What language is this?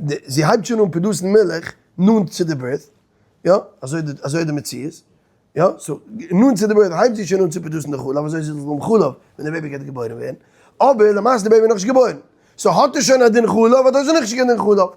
Yiddish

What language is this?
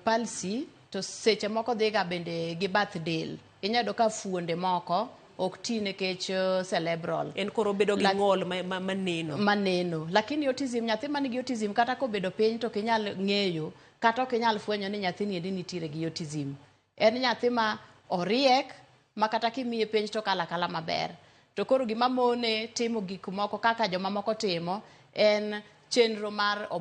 Luo (Kenya and Tanzania)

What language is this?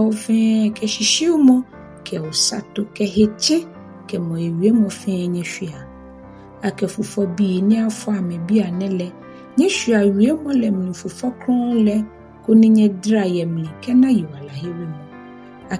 Ga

